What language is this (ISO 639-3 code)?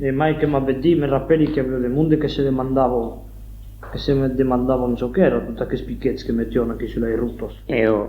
oci